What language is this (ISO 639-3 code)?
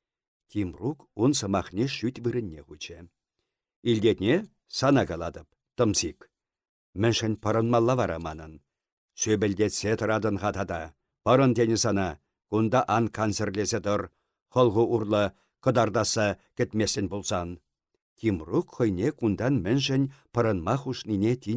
chv